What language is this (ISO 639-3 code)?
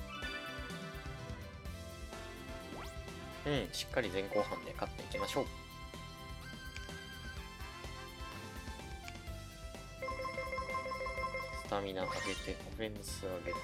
jpn